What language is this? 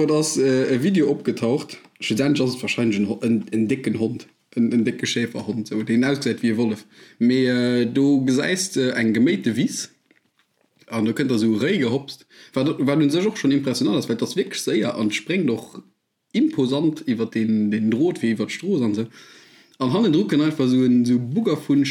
Luxembourgish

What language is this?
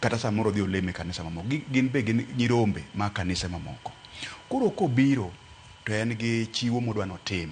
Luo (Kenya and Tanzania)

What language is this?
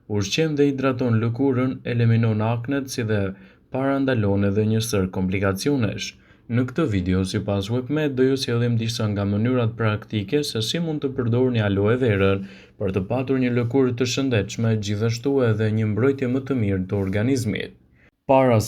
Albanian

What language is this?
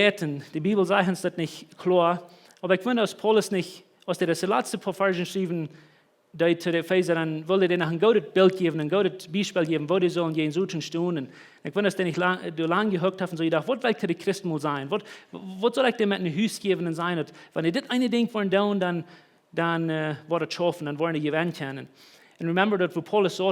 Plautdietsch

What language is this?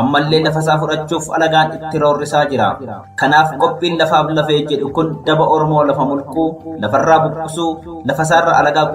Oromo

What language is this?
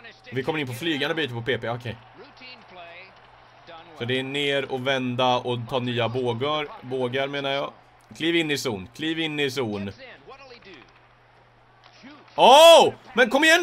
Swedish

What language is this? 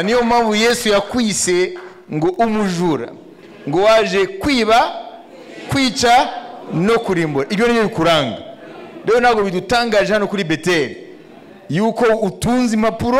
Kinyarwanda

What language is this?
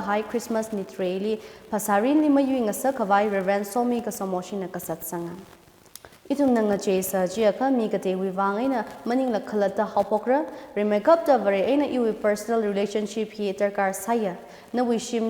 Tangkhul Naga (India)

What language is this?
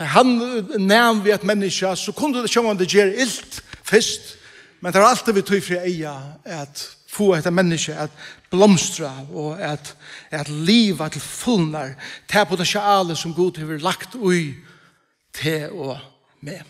Faroese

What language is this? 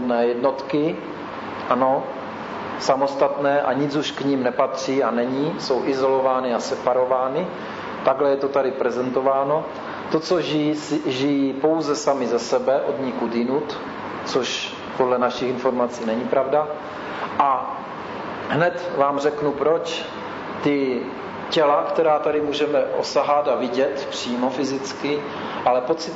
Czech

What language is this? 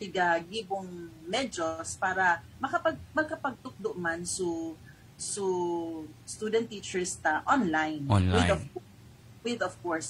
Bikol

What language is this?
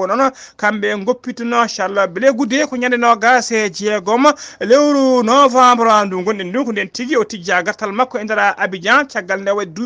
Fula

